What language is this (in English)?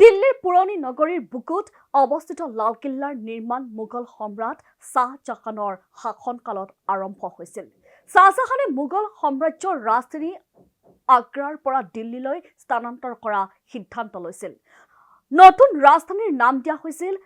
Assamese